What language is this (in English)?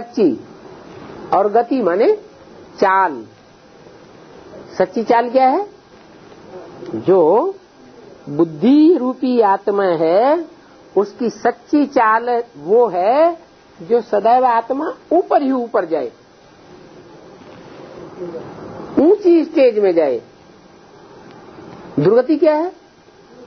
Hindi